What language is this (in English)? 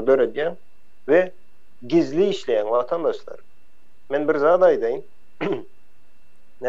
Turkmen